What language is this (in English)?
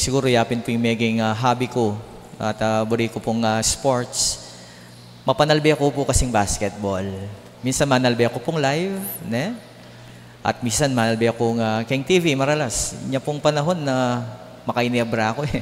Pampanga